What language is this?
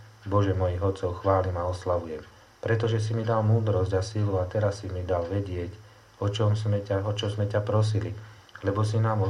Slovak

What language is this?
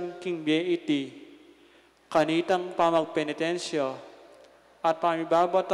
Pampanga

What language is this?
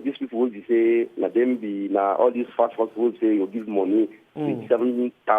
Nigerian Pidgin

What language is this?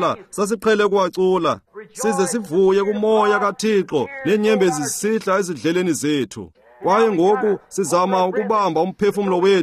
Xhosa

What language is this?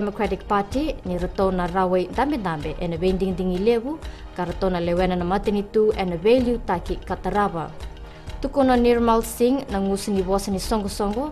Fijian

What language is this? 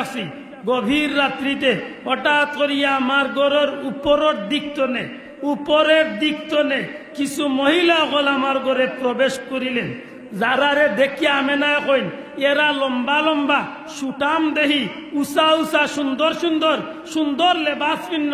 Sylheti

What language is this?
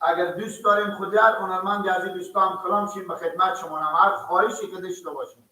Persian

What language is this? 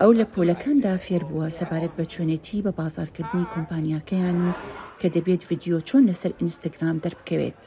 Central Kurdish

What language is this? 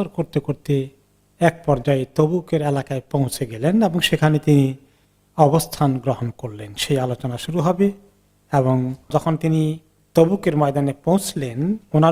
Bangla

